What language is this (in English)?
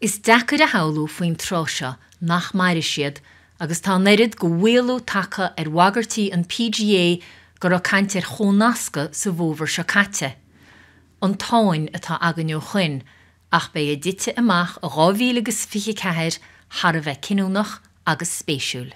Irish